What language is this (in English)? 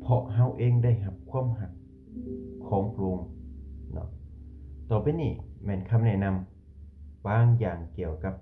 Lao